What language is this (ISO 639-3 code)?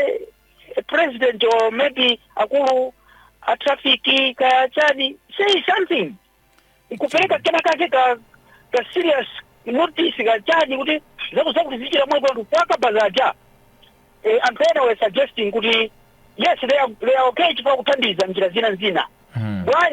nya